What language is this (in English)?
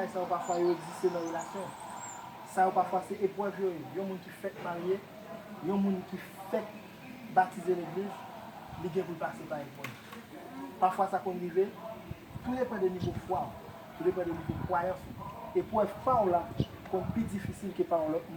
Haitian Creole